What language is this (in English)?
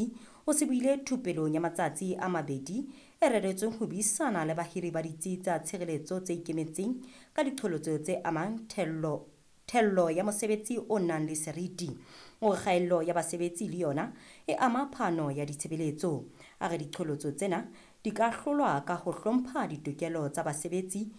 Southern Sotho